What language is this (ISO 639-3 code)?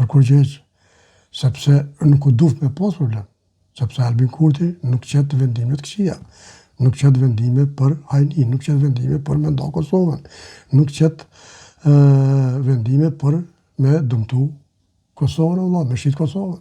sqi